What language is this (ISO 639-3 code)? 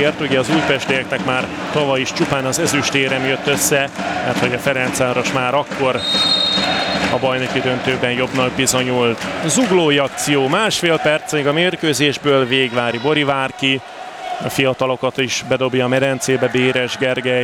hun